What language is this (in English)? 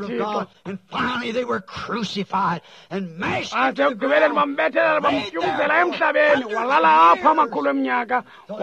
Xhosa